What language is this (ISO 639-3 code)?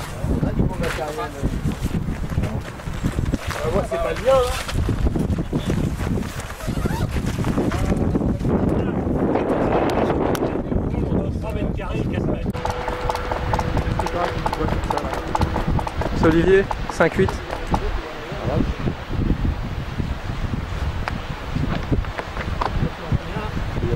fra